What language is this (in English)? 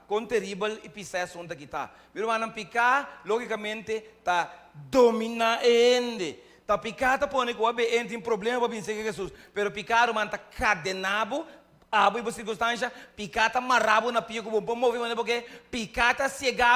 Papiamento